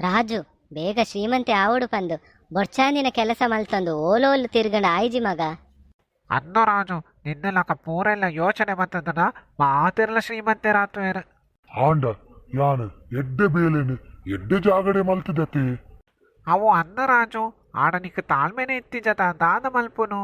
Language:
Tulu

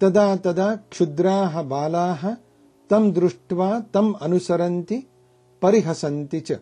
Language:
Sanskrit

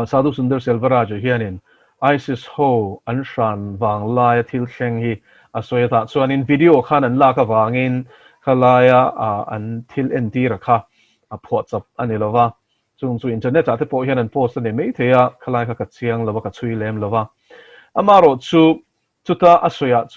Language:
Mizo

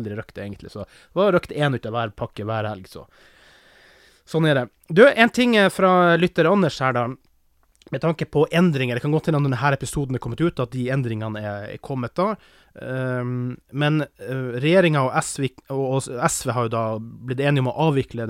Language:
Norwegian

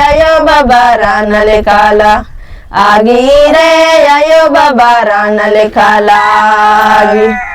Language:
Kurukh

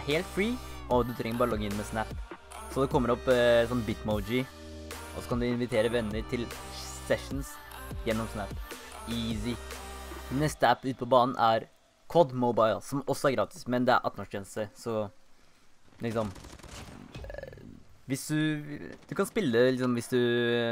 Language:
Norwegian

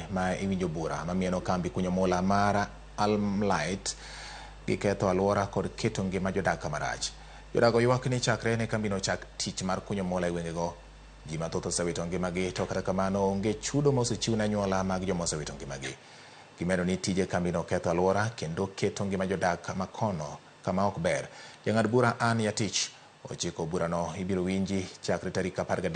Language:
Luo (Kenya and Tanzania)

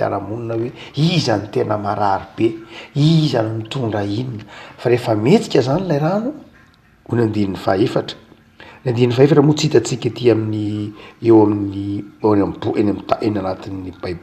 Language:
Malagasy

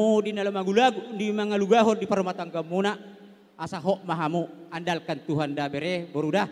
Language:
Batak Toba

